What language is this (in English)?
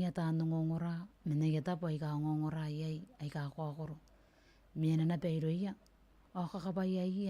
Gilbertese